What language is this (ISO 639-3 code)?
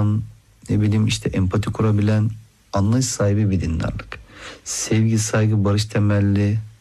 tur